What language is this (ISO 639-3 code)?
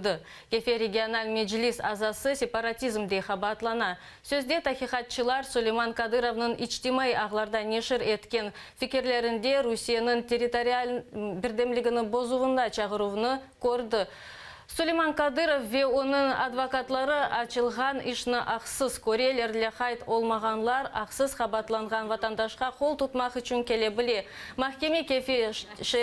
crh